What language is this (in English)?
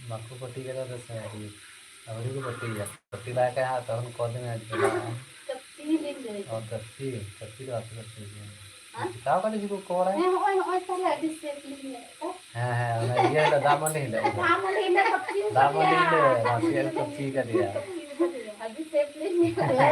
Santali